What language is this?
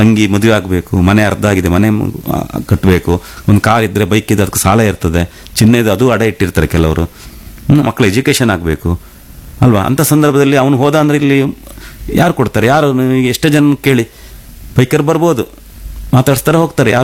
Kannada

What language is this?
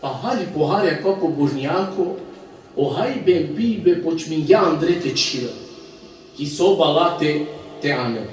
Balkan Romani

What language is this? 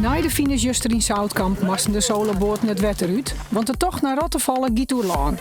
Western Frisian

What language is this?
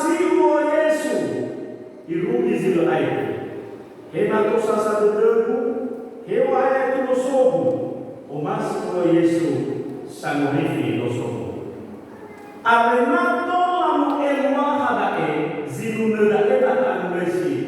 Nias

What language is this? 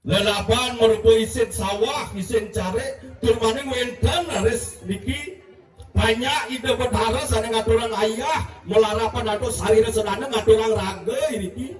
Balinese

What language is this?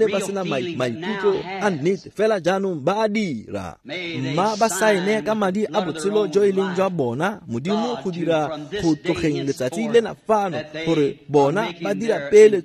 Tswana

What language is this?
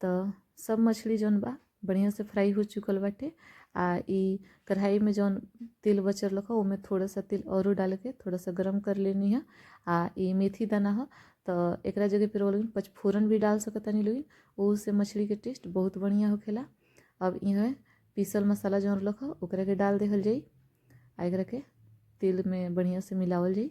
Bhojpuri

